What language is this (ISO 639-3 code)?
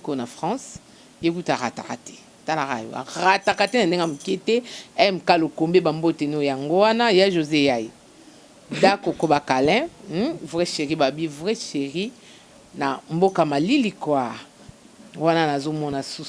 lin